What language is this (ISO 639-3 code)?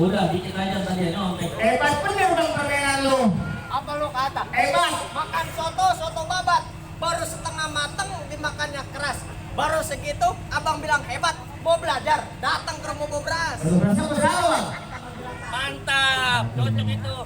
bew